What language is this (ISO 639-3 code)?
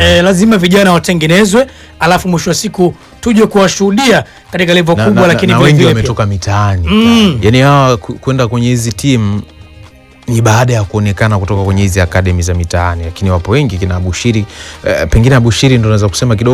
swa